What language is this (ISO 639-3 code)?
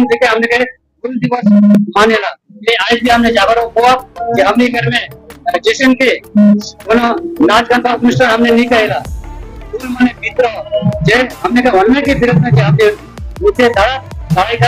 sck